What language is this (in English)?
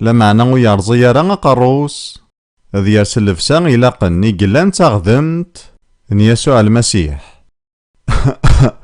Kabyle